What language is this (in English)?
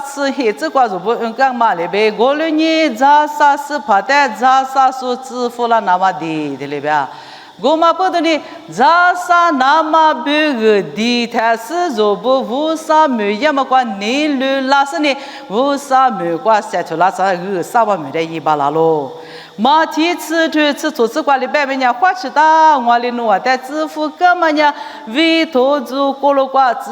Lisu